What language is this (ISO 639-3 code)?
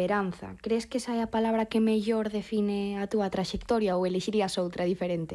glg